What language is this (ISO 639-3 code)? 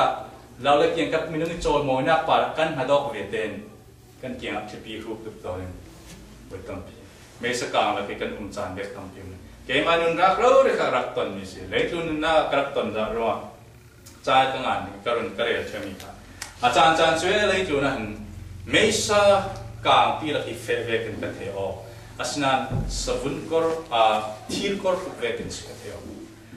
cfm